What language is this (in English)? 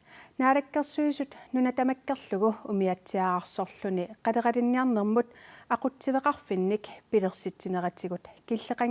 Kalaallisut